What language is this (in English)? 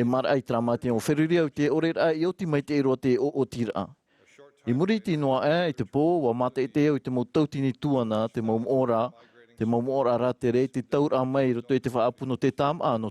Tahitian